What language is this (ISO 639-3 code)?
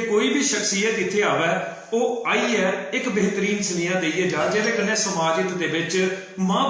doi